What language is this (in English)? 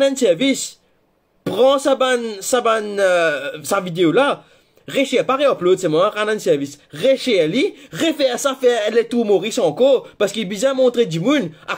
Morisyen